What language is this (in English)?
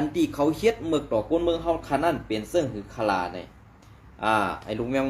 Shan